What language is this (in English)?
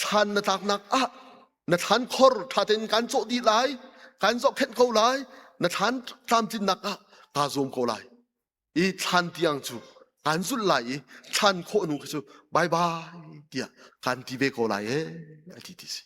Hakha Chin